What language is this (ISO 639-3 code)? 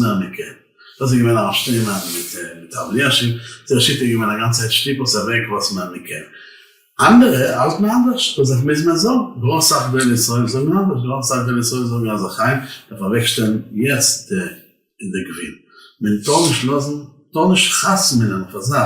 yid